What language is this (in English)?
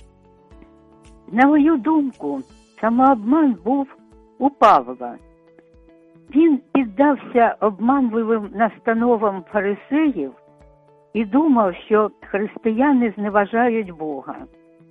Ukrainian